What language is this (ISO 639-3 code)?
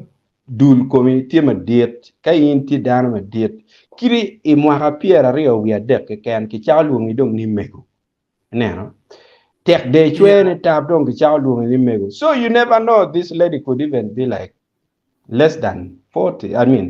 ach